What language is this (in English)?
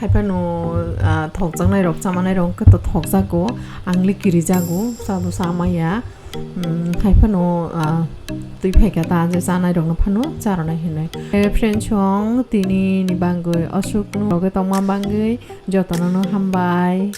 Kok Borok